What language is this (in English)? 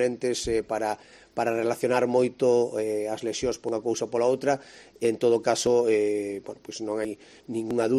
Galician